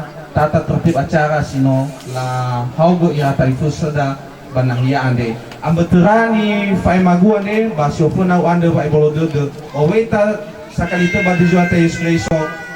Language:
Nias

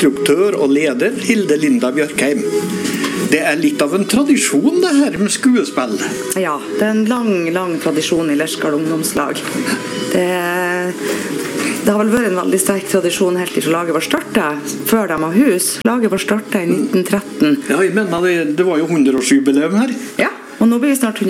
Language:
Norwegian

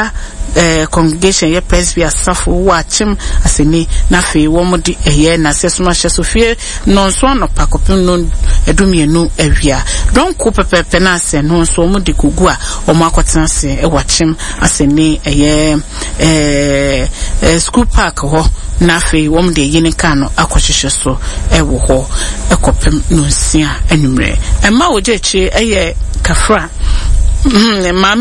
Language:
Akan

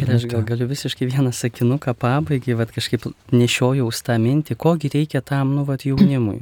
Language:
Lithuanian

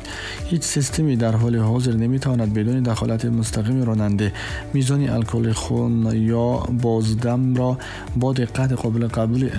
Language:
Tajik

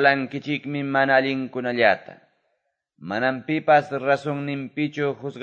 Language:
Quechua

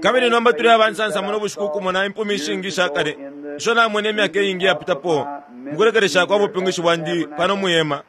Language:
Bemba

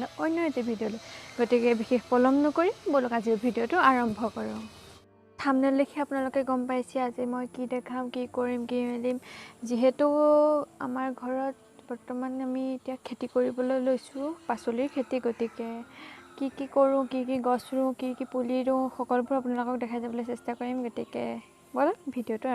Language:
Assamese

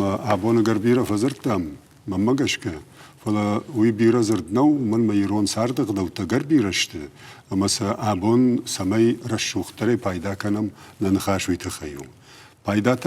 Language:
Ossetic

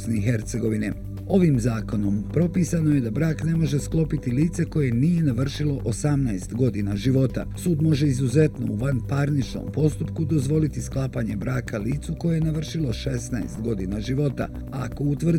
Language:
Bosnian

